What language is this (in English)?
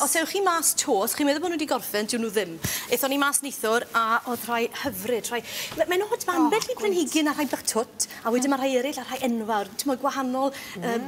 Welsh